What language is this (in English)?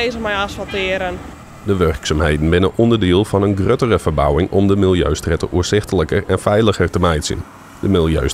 Western Frisian